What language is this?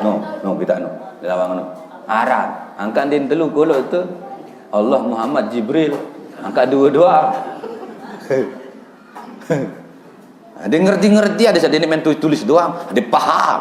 Sasak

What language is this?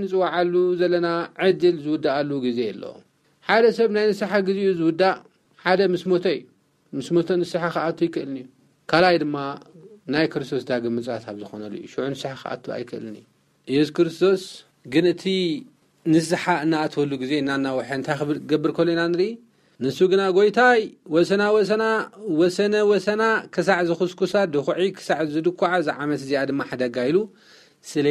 Tigrinya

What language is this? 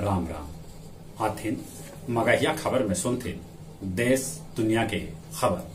Magahi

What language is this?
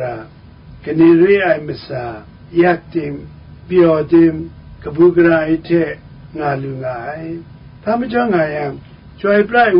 Kachin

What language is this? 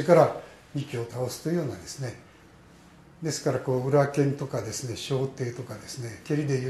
Japanese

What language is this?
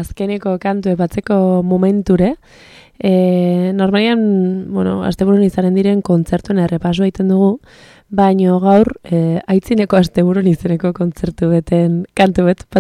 Basque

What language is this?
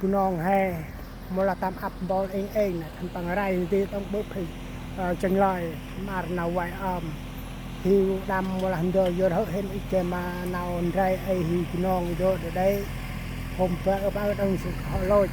Central Mnong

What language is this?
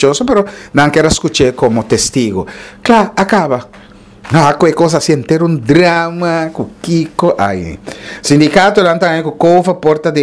Papiamento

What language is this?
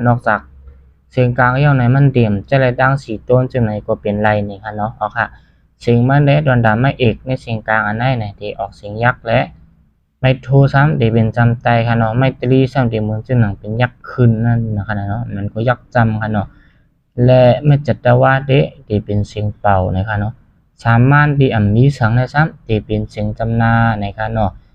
Shan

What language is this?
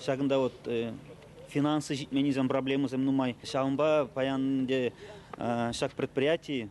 Chuvash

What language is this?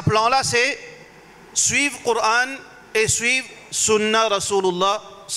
Morisyen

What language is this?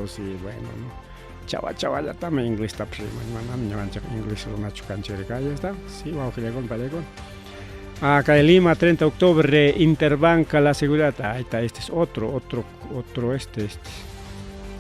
Ayacucho Quechua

